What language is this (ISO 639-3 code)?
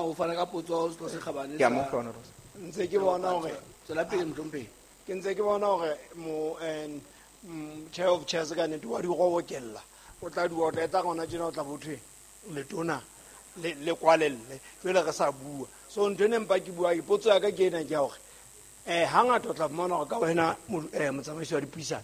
sot